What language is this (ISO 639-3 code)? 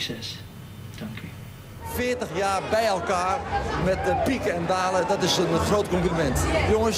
nld